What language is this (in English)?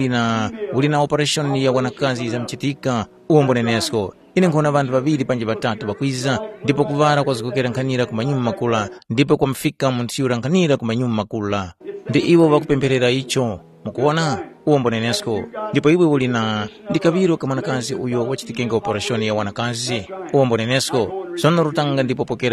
Tumbuka